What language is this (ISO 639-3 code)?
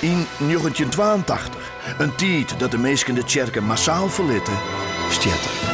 fry